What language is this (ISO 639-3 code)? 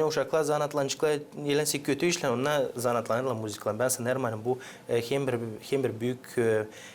gag